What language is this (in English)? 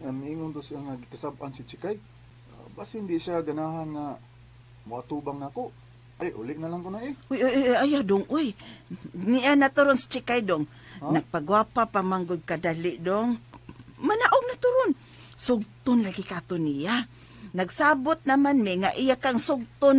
Cebuano